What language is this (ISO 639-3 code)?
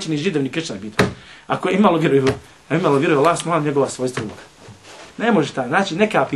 bos